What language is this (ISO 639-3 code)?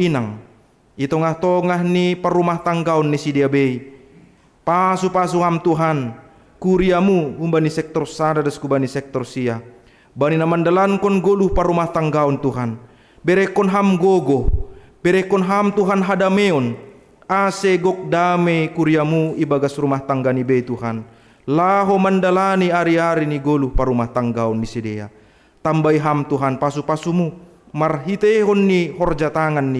bts